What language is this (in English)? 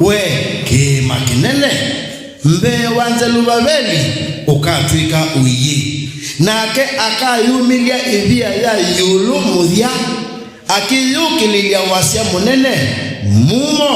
Kamba